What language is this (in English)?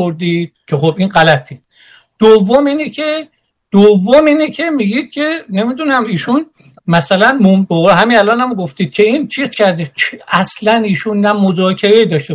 Persian